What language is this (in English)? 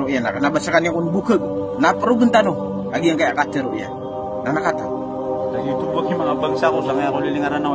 Maranao